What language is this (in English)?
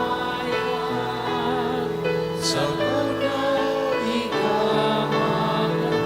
Bikol